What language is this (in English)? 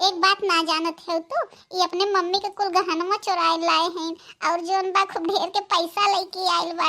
Bhojpuri